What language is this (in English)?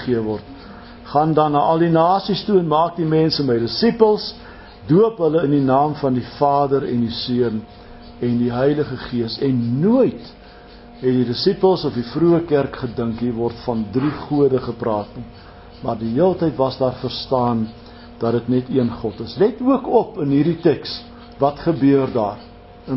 Afrikaans